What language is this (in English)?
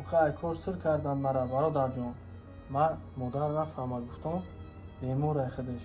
Tajik